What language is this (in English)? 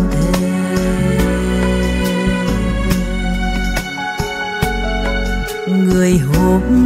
Vietnamese